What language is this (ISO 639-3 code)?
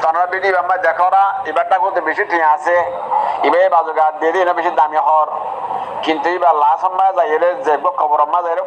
rhg